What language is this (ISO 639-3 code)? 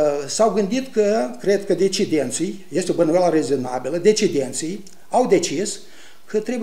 ron